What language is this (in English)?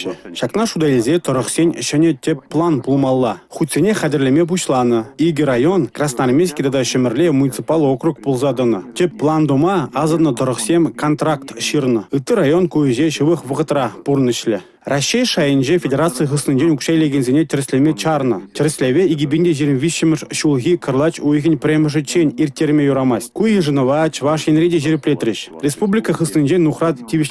Chuvash